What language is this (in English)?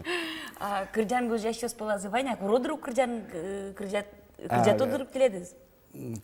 Udmurt